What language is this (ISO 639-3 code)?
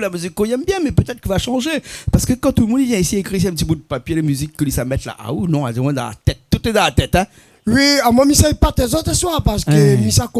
rcf